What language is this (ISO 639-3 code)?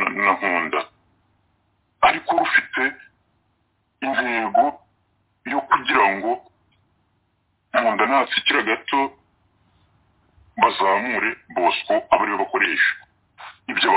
kin